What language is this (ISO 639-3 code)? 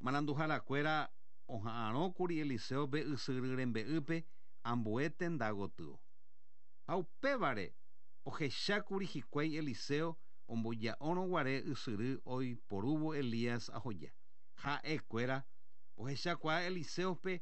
grn